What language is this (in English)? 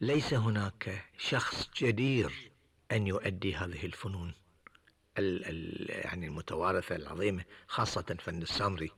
Gulf Arabic